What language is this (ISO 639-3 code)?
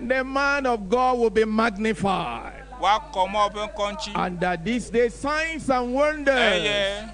ewe